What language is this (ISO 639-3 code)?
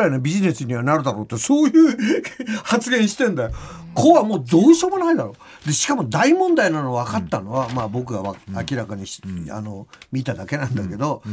jpn